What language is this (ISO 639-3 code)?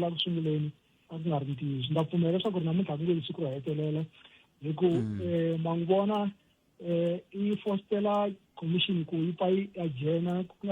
tso